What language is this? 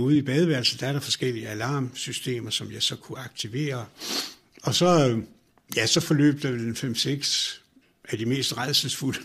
Danish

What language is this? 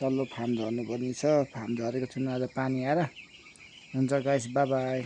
Nepali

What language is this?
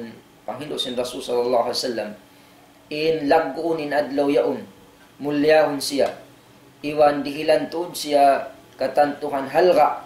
Tausug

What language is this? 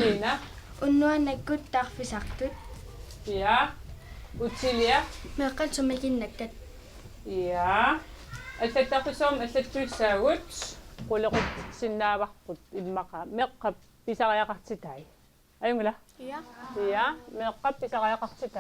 Kalaallisut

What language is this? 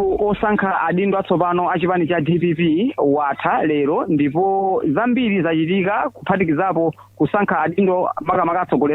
Nyanja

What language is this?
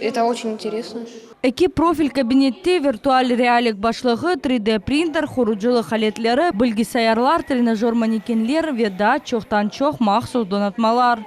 Crimean Tatar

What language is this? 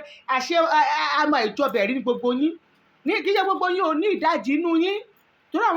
Yoruba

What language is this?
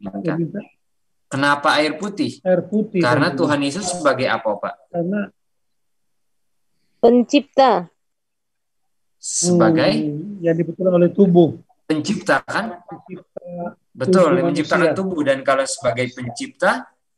Indonesian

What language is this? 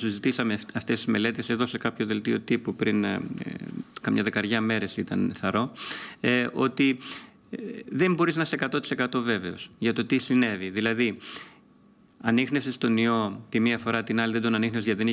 Greek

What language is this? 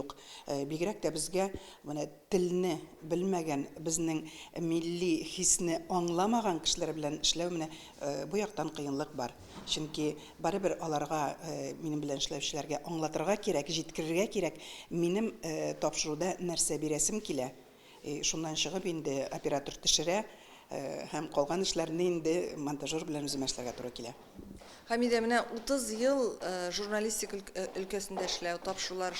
Tatar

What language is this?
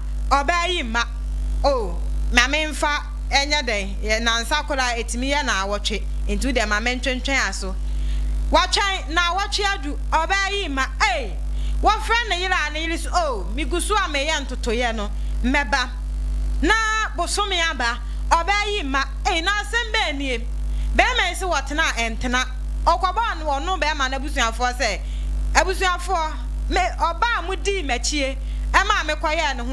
Akan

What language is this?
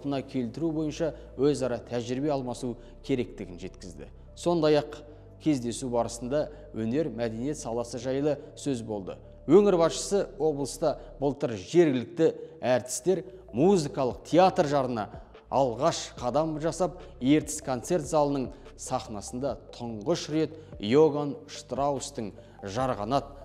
Kazakh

